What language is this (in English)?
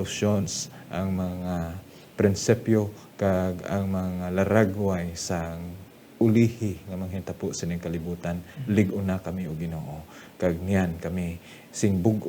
Hiligaynon